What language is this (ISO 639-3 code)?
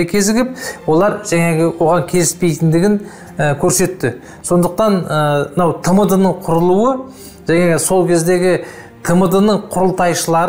kaz